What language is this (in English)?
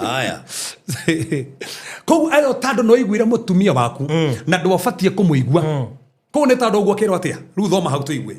Kikuyu